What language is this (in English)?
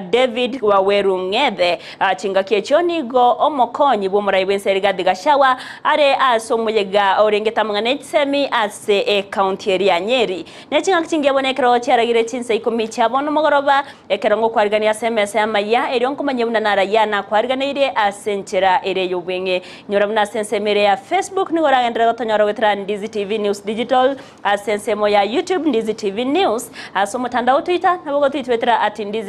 Gusii